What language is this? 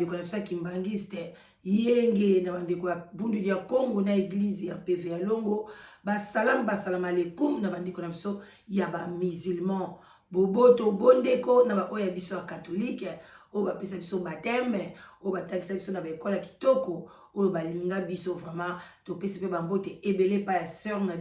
Lingala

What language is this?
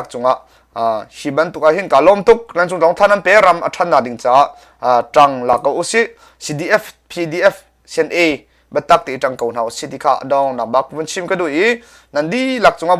Hakha Chin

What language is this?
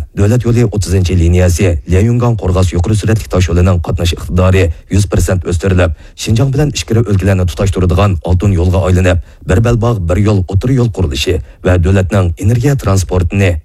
Uyghur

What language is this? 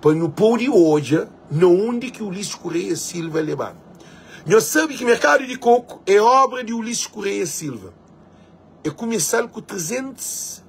Kabuverdianu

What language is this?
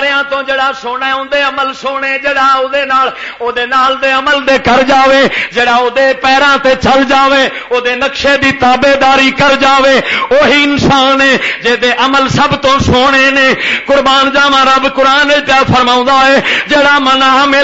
Western Panjabi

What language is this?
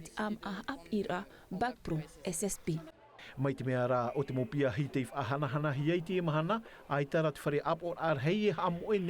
Tahitian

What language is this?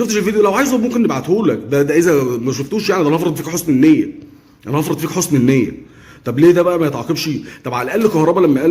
Egyptian Arabic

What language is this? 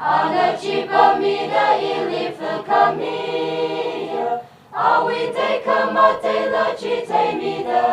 Tangkhul Naga (India)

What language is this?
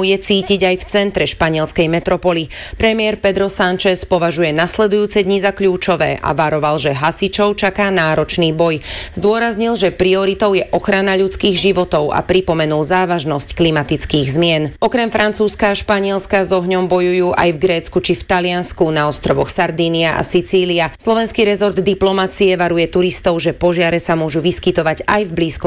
Slovak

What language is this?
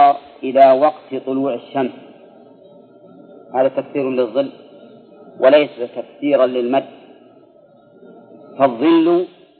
Arabic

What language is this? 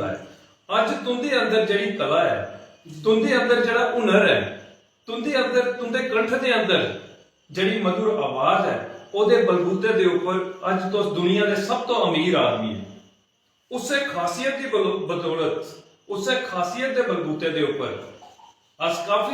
Dogri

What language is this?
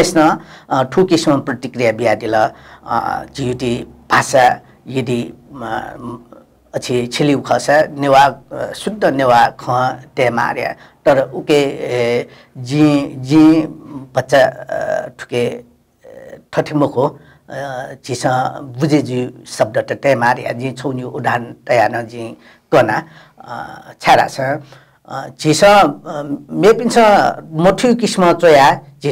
Newari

